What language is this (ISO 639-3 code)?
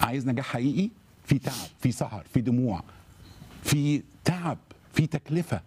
arz